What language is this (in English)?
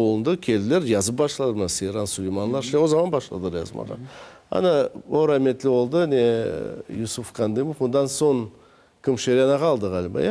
Crimean Tatar